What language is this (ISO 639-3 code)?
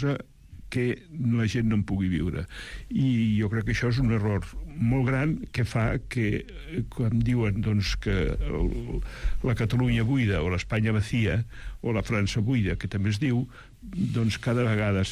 cat